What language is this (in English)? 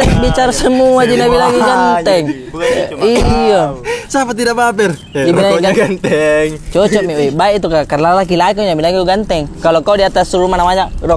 Makassar Malay